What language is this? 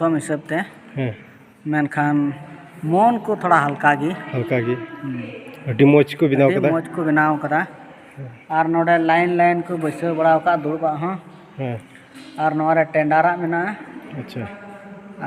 Santali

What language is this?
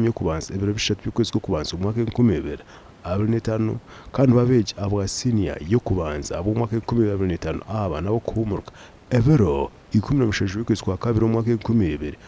Nyankole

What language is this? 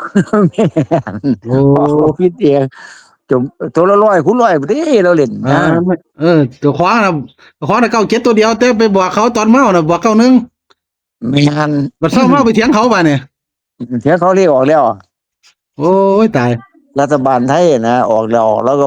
Northeastern Thai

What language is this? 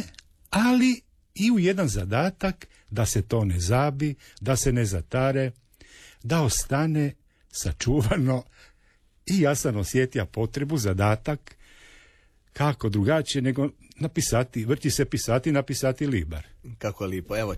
Croatian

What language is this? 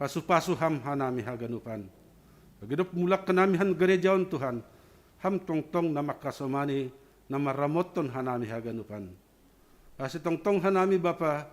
Batak Simalungun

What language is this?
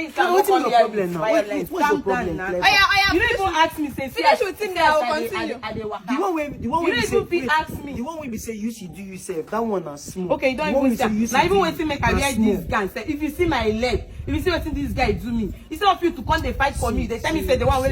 Nigerian Pidgin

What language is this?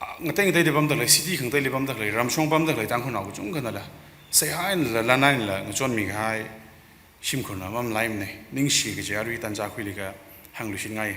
Tangkhul Naga (India)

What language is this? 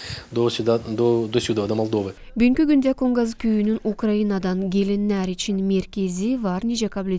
Gagauz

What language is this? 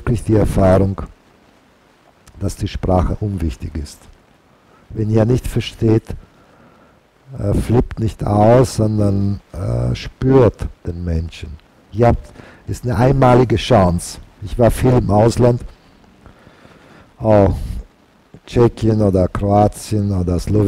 German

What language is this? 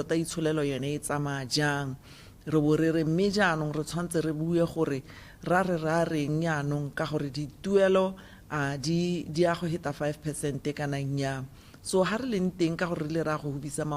Tswana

